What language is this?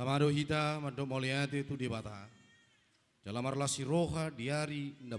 Batak Toba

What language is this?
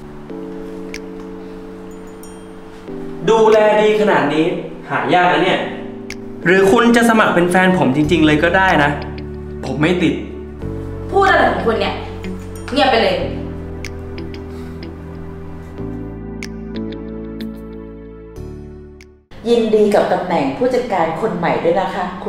Thai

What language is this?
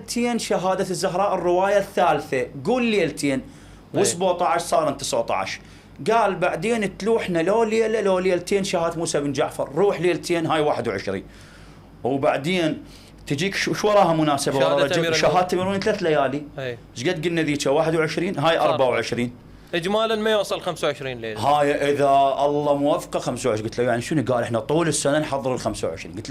Mesopotamian Arabic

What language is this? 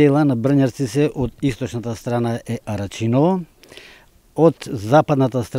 Macedonian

